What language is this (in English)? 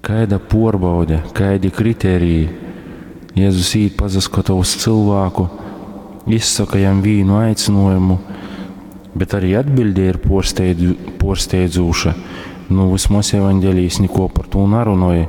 Latgalian